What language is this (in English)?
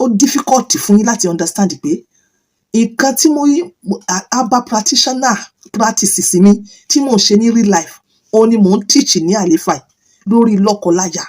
Yoruba